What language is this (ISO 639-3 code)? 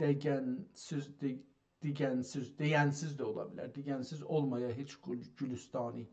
azb